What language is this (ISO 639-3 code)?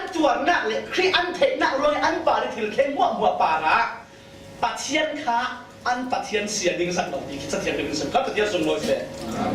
cfm